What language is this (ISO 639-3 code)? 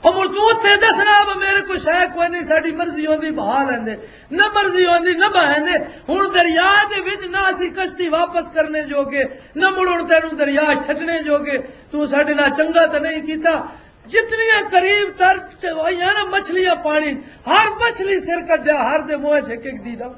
lah